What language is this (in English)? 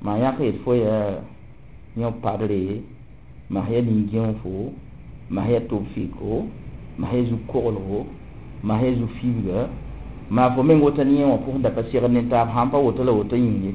Mossi